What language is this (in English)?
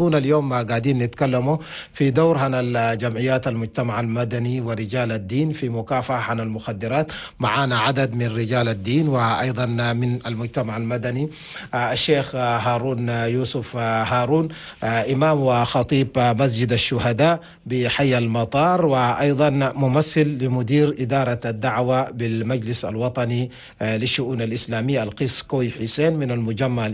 Chadian Arabic